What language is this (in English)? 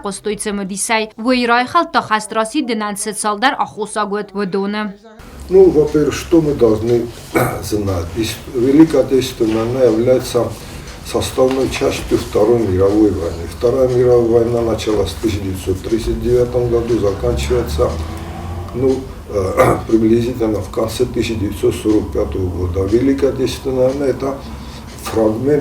Ossetic